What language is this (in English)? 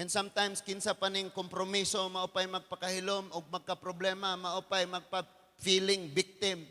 Cebuano